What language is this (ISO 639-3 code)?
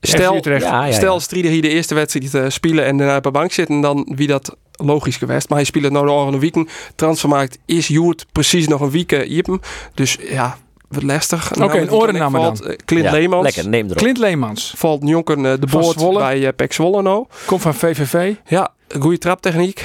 fry